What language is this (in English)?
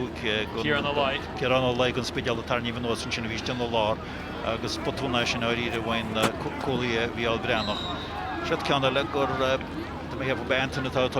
Irish